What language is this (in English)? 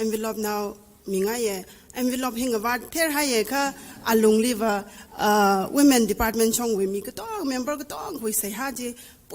Tangkhul Naga (India)